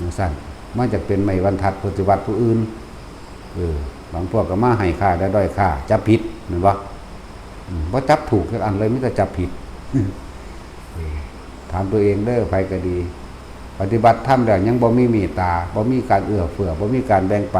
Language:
Lao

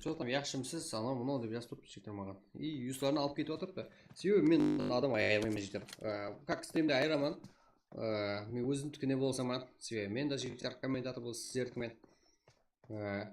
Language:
Kara-Kalpak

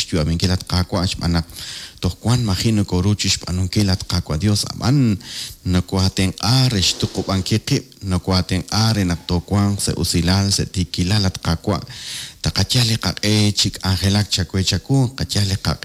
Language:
Kekchí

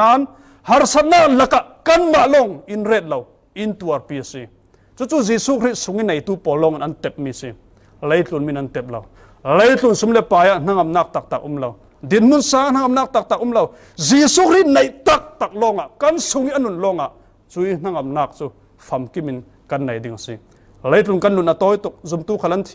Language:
Falam Chin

